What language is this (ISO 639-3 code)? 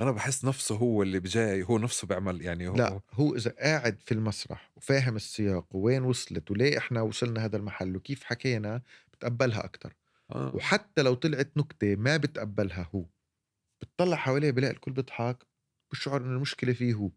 apc